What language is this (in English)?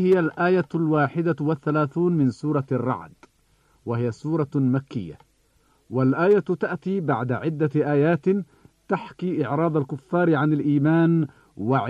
Arabic